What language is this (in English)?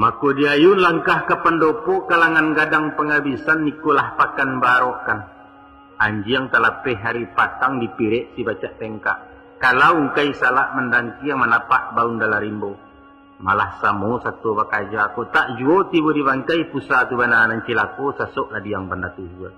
Minangkabau